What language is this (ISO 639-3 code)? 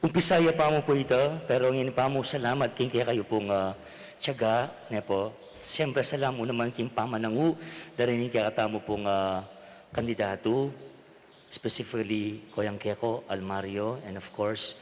pam